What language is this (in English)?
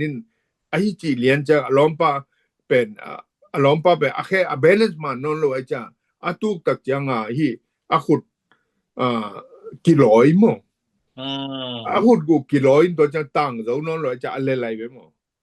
Tedim Chin